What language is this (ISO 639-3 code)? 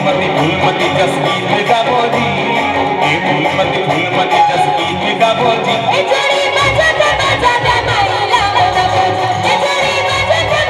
hne